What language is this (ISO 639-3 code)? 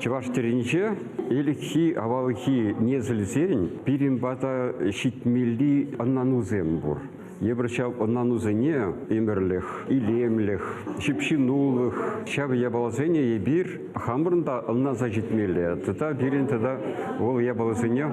chv